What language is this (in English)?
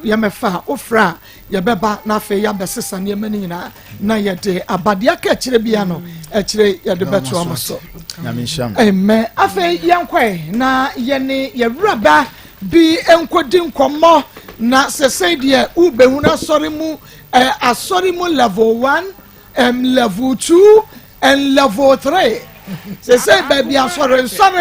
Akan